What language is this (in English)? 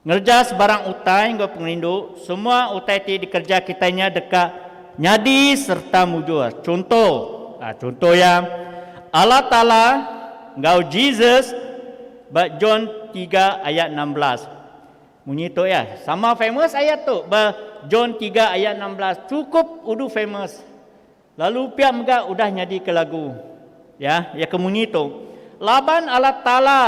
Iban